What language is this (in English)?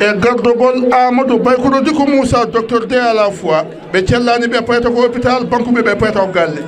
Fula